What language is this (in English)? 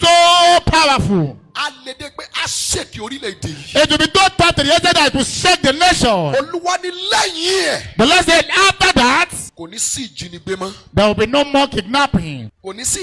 Yoruba